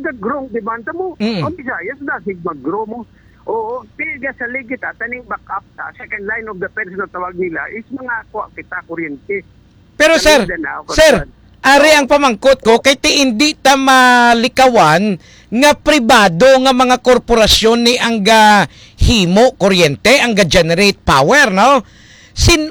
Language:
Hiligaynon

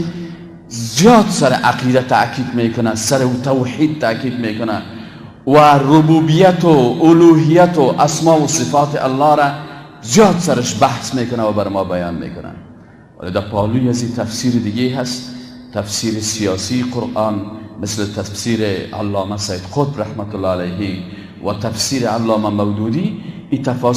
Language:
Persian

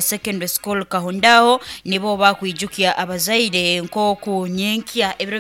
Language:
Nyankole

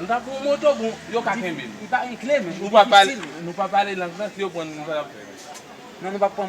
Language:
Haitian Creole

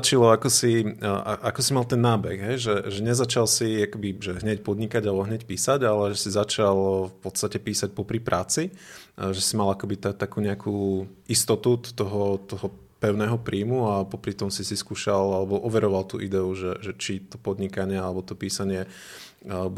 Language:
Slovak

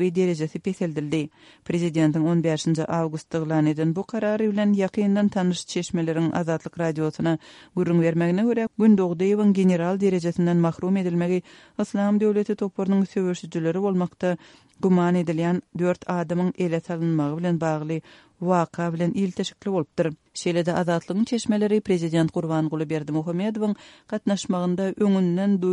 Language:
Turkmen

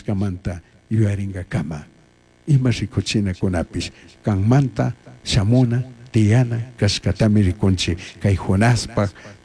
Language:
Chimborazo Highland Quichua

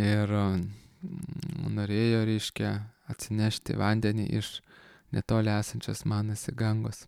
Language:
Lithuanian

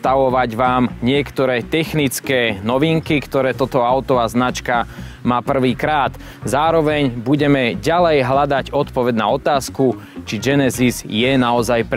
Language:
Slovak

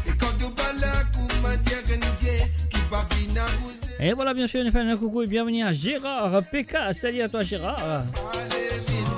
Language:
Morisyen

